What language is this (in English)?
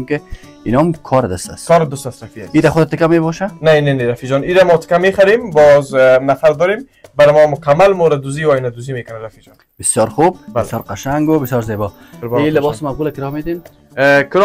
Persian